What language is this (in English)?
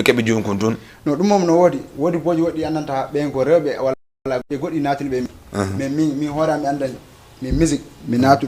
Fula